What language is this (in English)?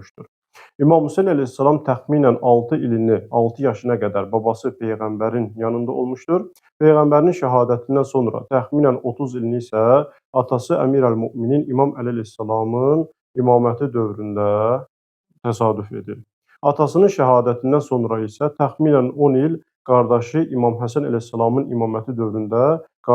Azerbaijani